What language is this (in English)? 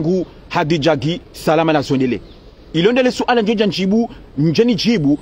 Ngazidja Comorian